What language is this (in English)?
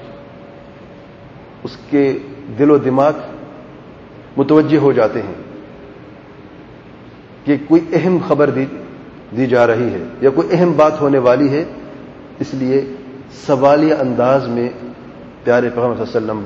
Urdu